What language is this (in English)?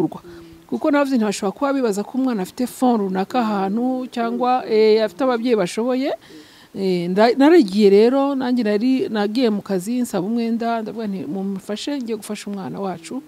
Kinyarwanda